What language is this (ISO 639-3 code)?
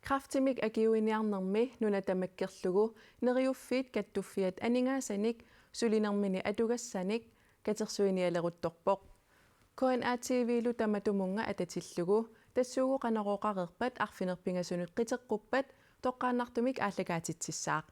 kal